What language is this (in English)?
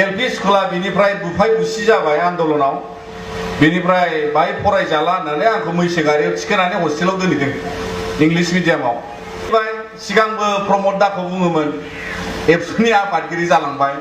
Bodo